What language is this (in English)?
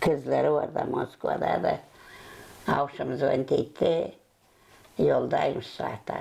Gagauz